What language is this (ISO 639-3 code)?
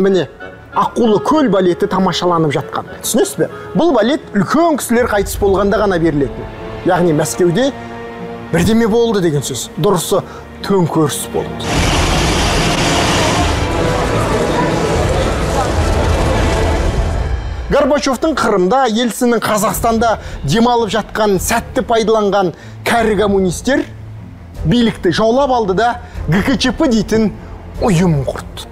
kaz